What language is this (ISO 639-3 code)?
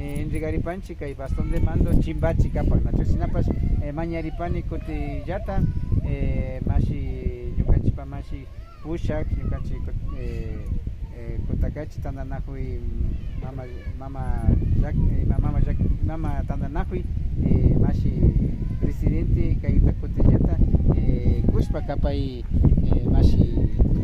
qvi